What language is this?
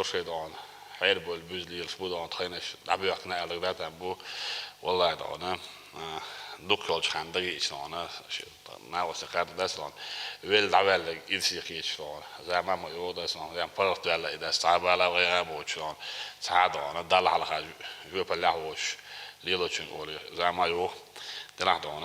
Chechen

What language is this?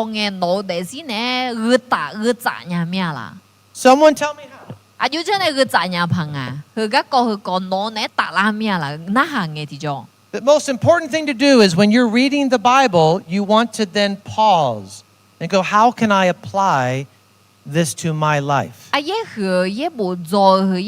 Akha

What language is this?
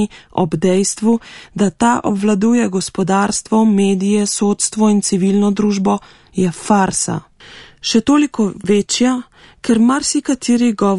Slovenian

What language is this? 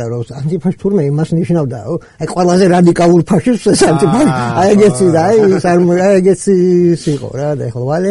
Georgian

